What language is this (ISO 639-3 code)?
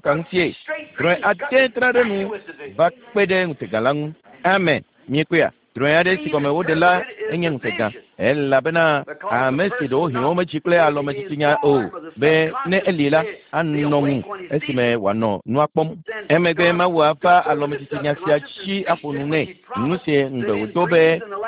ewe